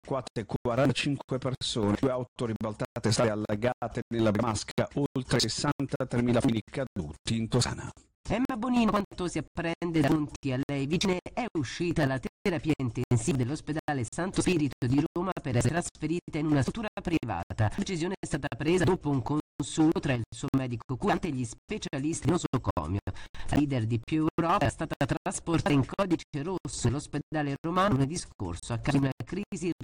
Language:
Italian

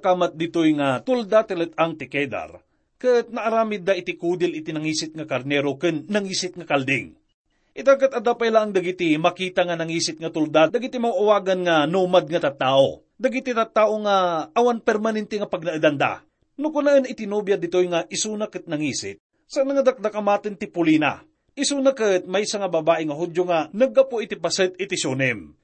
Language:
Iloko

